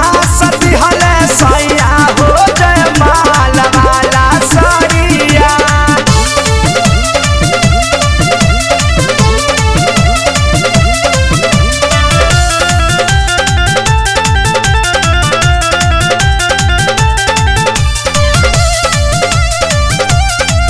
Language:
Bhojpuri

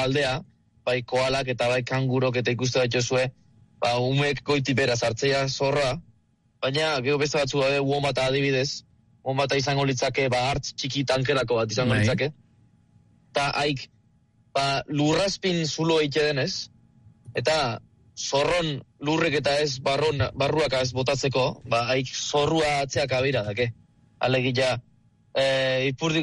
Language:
Basque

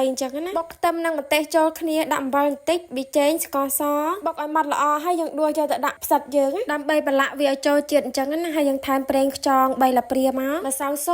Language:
Khmer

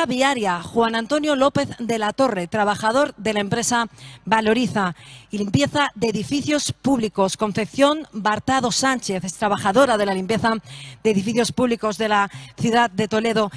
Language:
Spanish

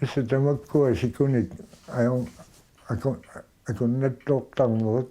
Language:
Kalaallisut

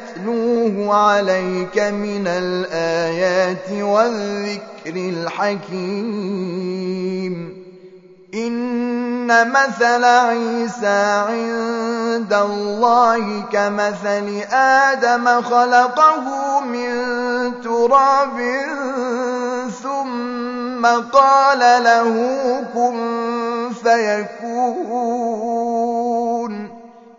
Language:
Arabic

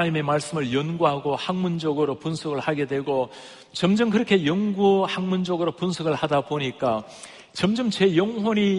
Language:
Korean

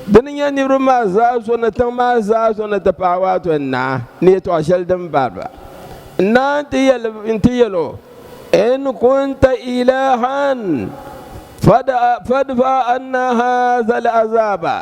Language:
Dagbani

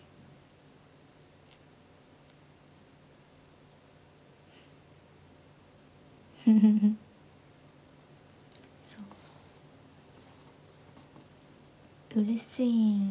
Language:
Japanese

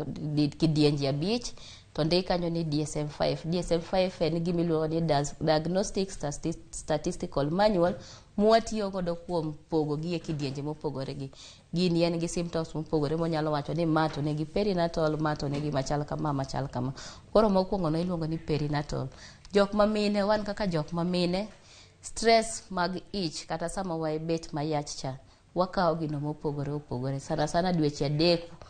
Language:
Luo (Kenya and Tanzania)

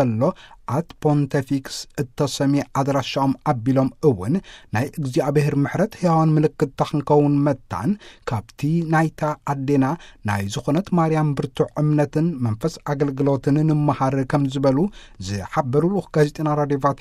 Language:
Tigrinya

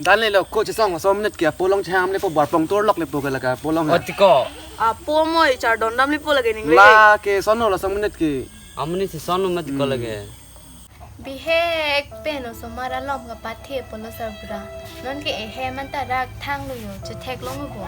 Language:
Karbi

